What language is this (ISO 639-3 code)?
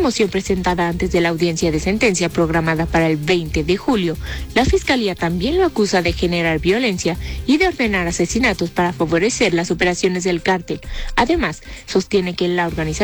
spa